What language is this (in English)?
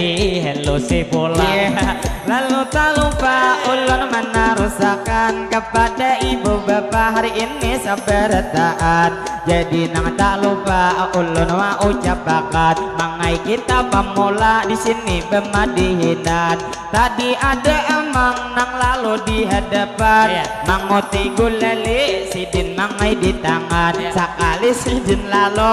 Banjar